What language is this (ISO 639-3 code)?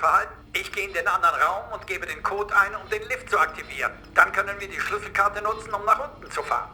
bar